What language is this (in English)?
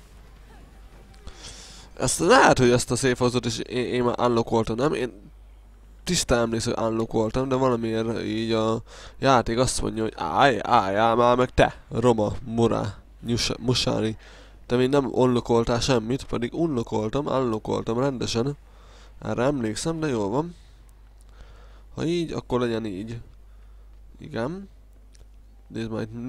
Hungarian